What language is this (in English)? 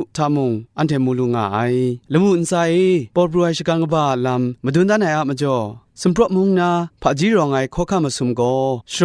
Kachin